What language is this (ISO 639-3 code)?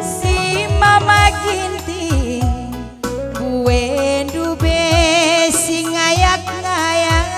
btx